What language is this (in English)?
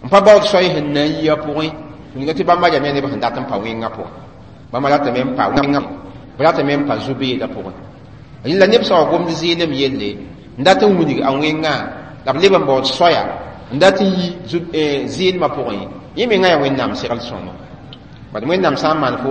Mossi